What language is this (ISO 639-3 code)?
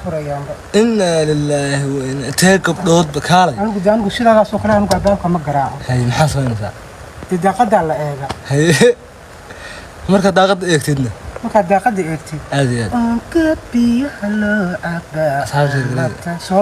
som